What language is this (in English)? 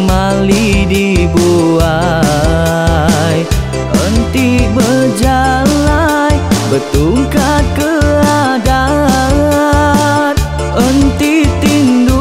Iban